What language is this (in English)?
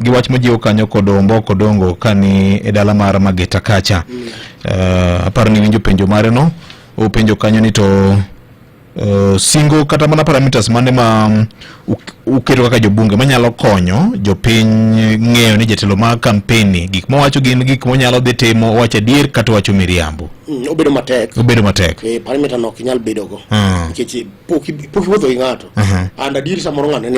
Luo (Kenya and Tanzania)